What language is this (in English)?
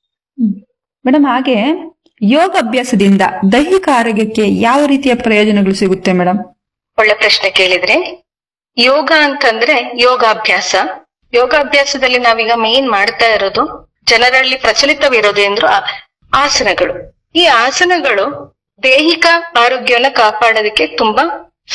Kannada